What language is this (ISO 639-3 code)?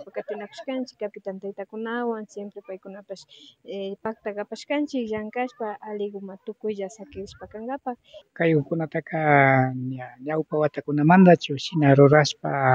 qvi